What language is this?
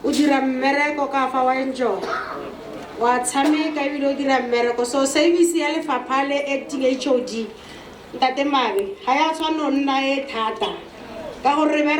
Tswana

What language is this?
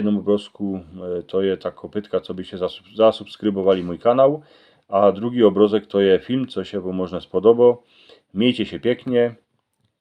Silesian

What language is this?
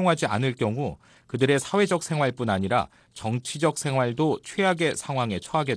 Korean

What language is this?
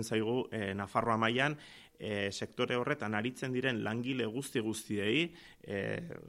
Basque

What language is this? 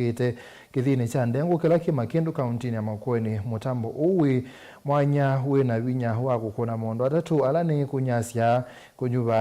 Kamba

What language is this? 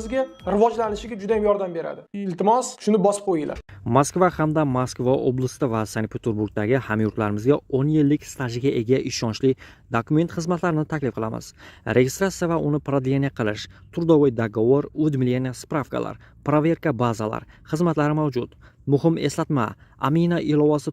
Uzbek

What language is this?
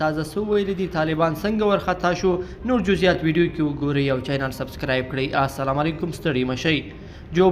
Pashto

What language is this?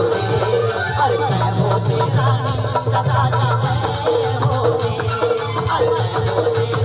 Chhattisgarhi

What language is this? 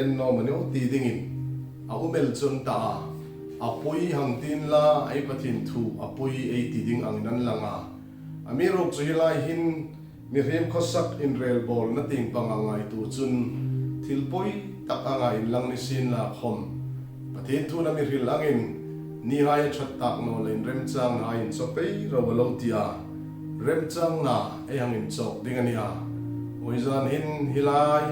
Hmar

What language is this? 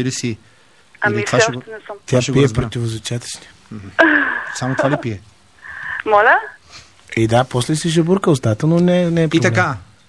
Bulgarian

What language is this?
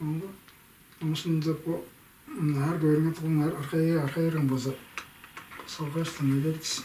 Tuvinian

